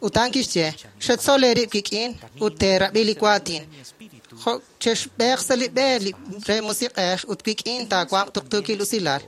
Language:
Kekchí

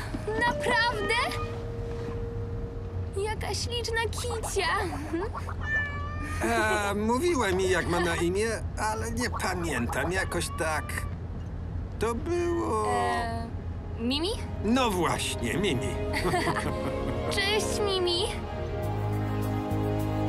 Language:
Polish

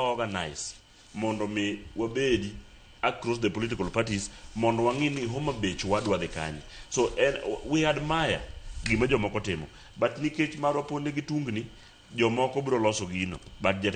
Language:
Luo (Kenya and Tanzania)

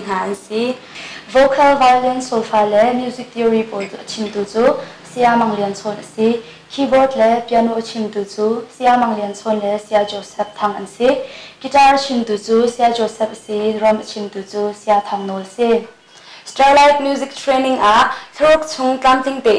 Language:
Hakha Chin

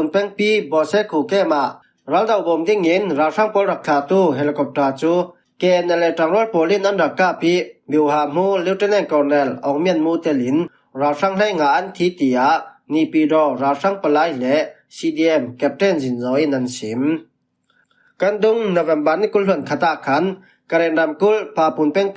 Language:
Falam Chin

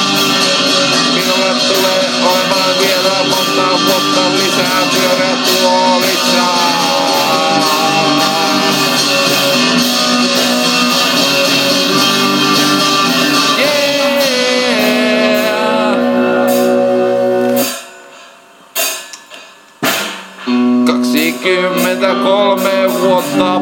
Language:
Finnish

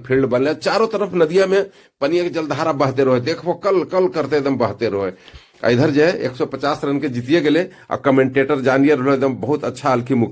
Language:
Magahi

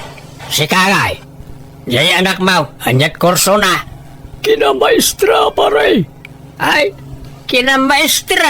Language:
Iloko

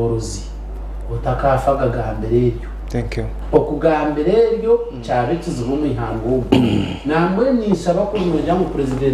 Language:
Nyankole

